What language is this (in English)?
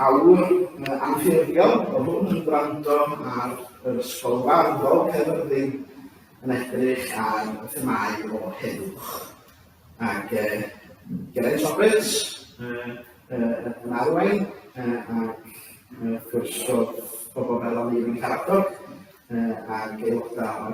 Welsh